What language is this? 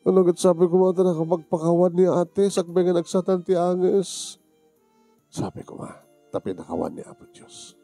Iloko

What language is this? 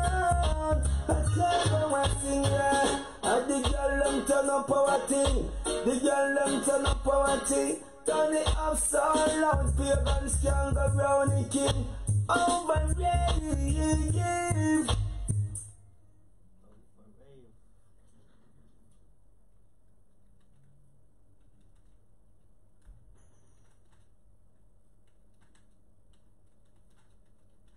English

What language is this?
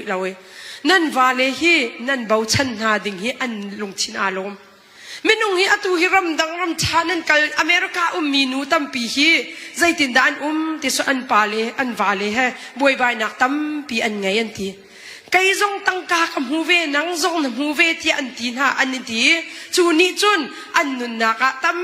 Hakha Chin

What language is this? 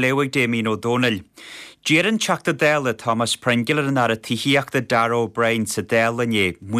Irish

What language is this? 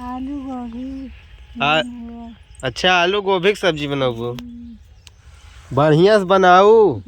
Awadhi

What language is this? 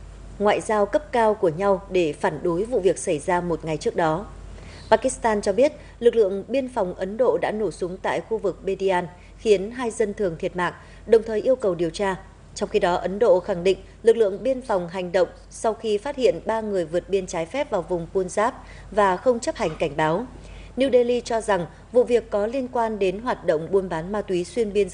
Vietnamese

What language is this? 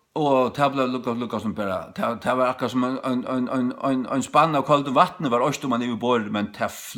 Faroese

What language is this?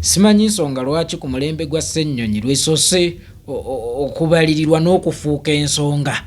Ganda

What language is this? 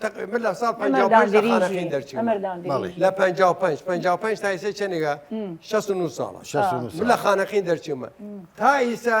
Southern Kurdish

